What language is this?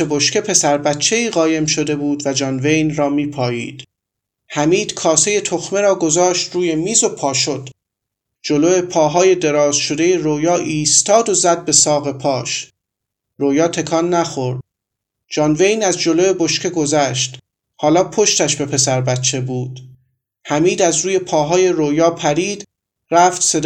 Persian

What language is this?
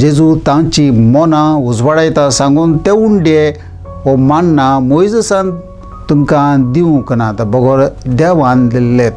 Konkani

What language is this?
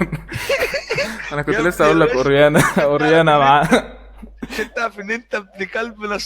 Egyptian Arabic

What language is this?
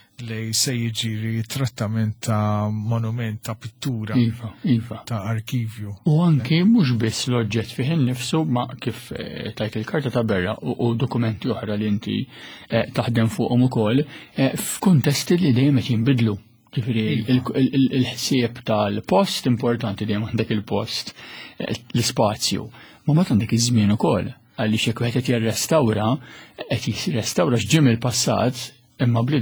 Maltese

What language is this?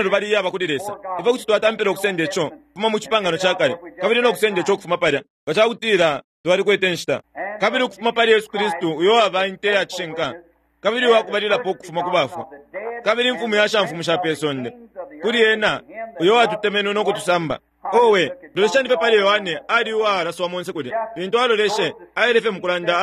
Bemba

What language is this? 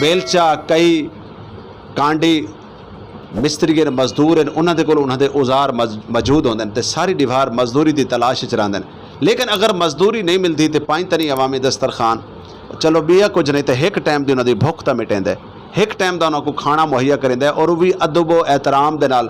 Saraiki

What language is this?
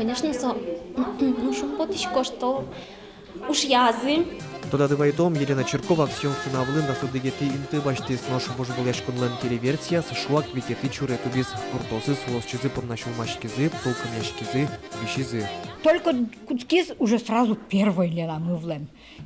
Udmurt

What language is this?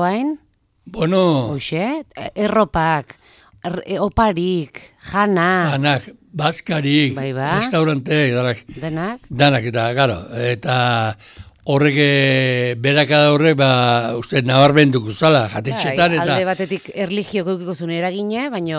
Basque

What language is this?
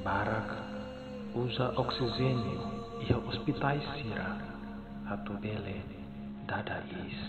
Tetum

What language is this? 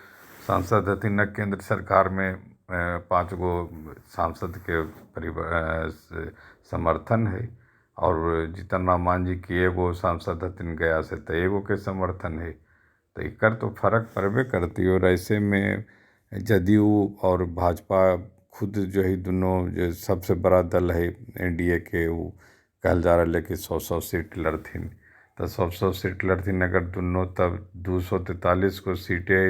Magahi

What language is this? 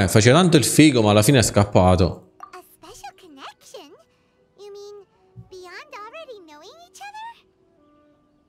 Italian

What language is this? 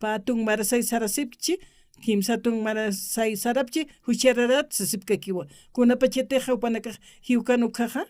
Aymara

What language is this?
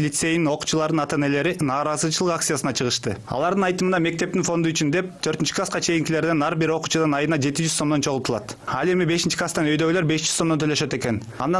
Kyrgyz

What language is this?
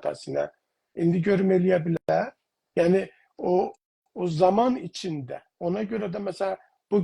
South Azerbaijani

